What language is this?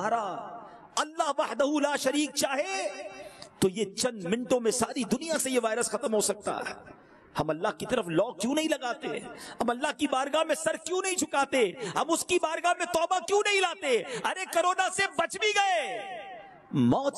Urdu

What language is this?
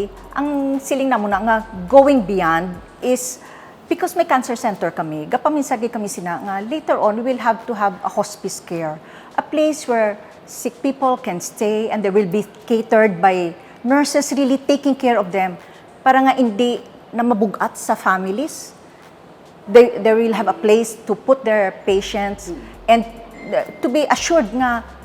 Hiligaynon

